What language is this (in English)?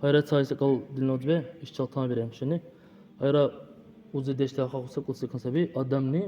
Dargwa